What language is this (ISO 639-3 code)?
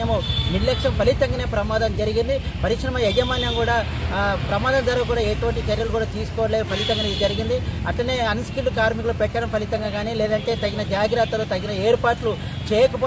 tel